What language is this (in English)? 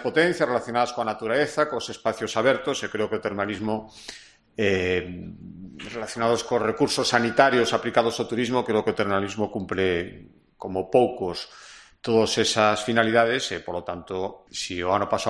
Galician